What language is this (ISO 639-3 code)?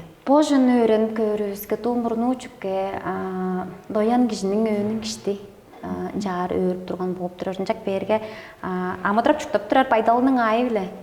tyv